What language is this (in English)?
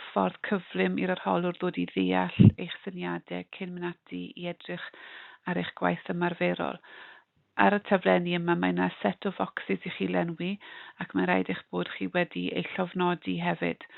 Welsh